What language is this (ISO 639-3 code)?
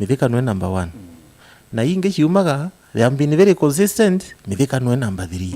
mer